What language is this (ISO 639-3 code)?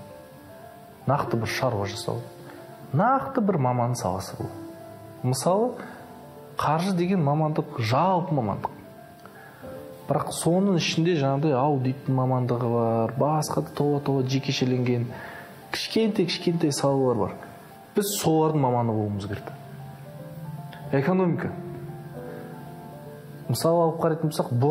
kaz